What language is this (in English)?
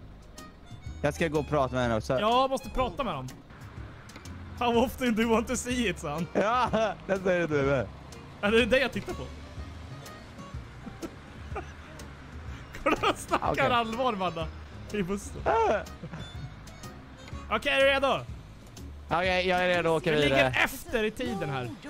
Swedish